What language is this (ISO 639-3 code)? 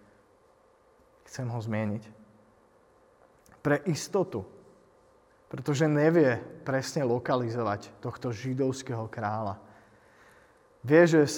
slk